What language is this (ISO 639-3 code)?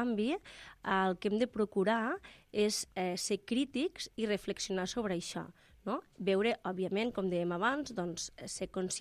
cat